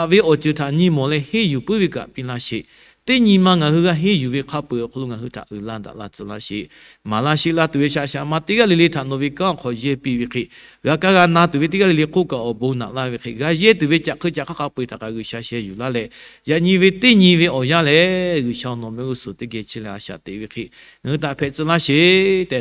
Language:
Lahu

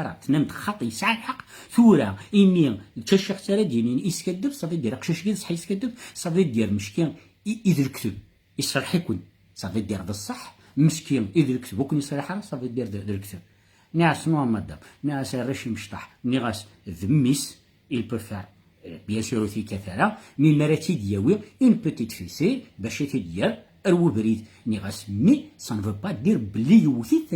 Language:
Kabyle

